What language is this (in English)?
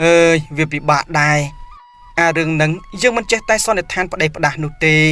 Khmer